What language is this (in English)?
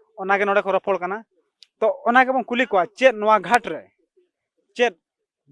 Santali